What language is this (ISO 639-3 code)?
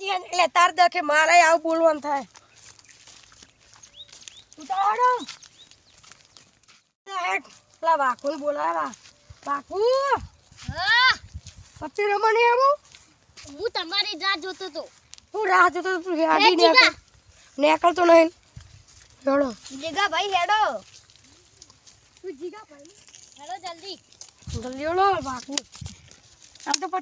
guj